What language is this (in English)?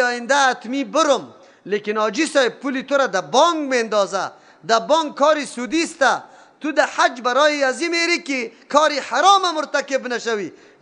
Persian